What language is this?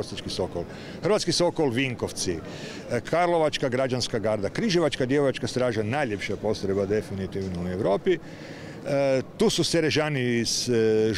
Croatian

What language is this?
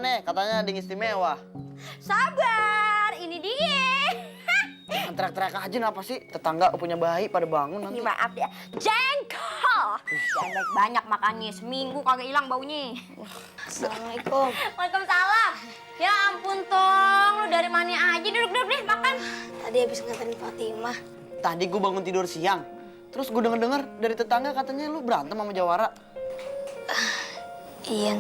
Betawi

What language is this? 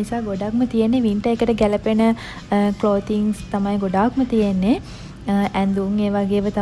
Sinhala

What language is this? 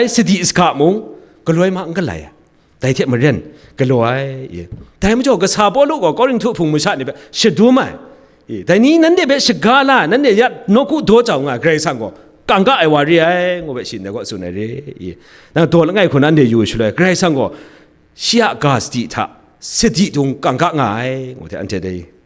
Kachin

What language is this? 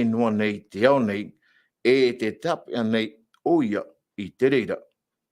Tahitian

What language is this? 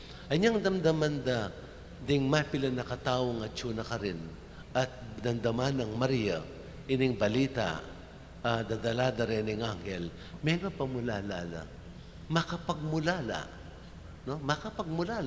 Pampanga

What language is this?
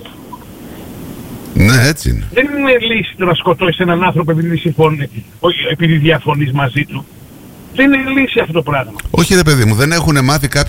Greek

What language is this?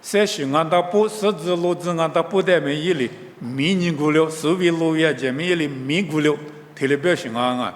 Lisu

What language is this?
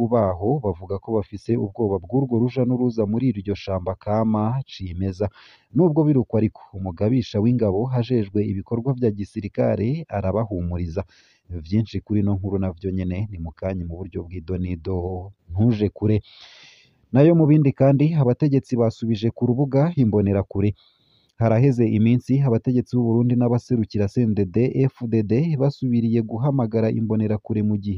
Rundi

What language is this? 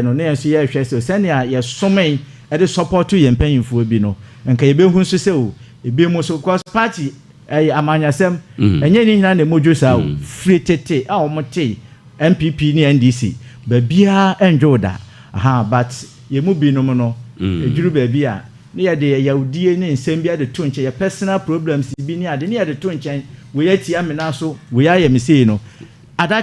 Akan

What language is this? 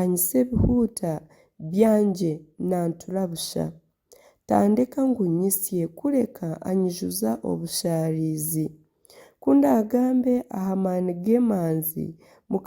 Nyankole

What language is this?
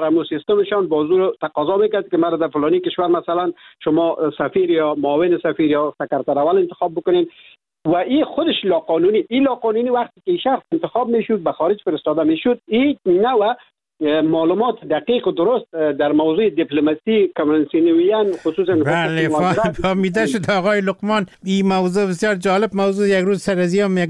Persian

